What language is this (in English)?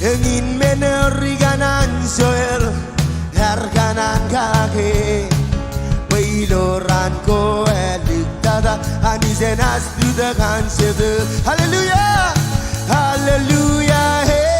Marshallese